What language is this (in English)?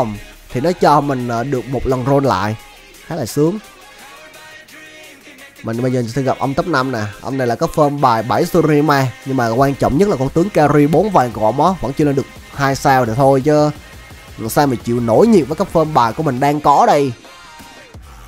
Vietnamese